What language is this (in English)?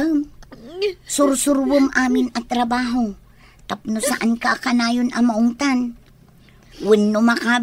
Iloko